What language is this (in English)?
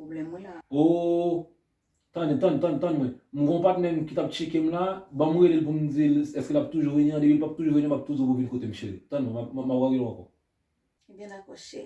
Haitian Creole